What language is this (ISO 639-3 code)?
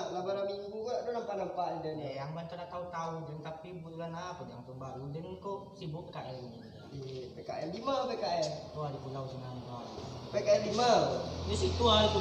min